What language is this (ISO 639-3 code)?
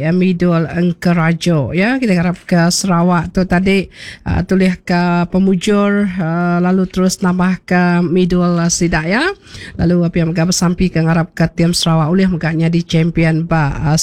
iba